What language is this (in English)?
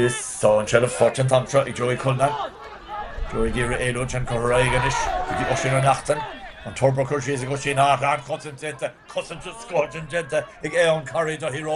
Irish